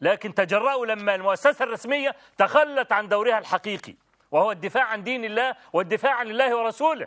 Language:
Egyptian Arabic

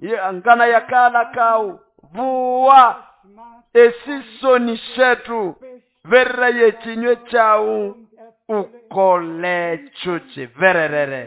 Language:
Nande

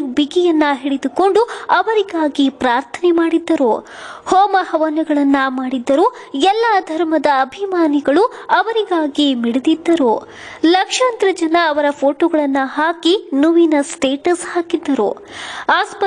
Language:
Kannada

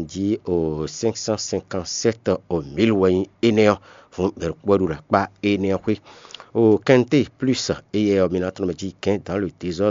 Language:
Fon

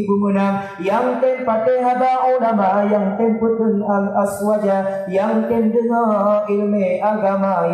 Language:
Achinese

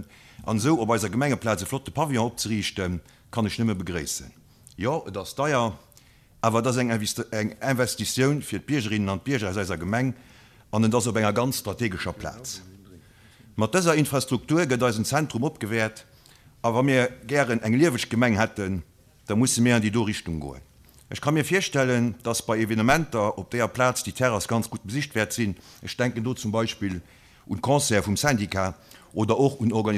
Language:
Luxembourgish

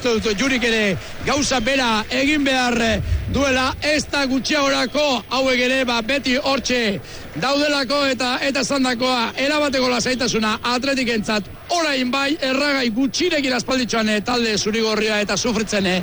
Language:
Basque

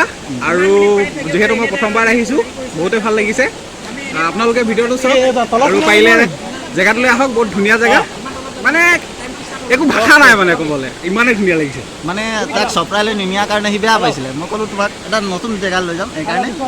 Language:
Assamese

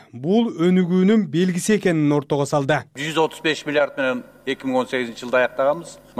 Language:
Kyrgyz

